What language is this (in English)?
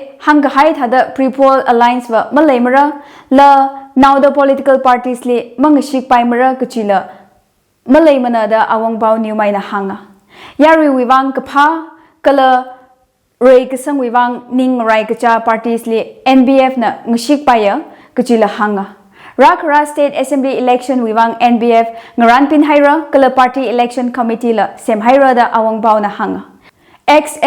Tangkhul Naga (India)